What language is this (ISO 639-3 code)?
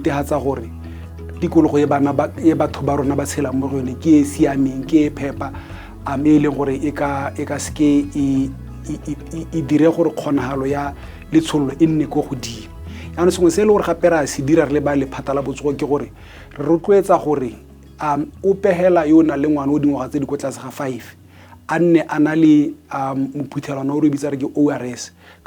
tsn